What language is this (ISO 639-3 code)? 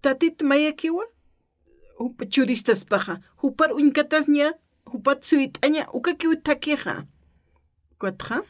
aym